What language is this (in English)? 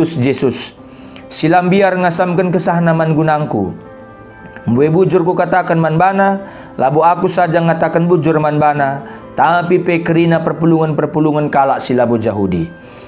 Batak Karo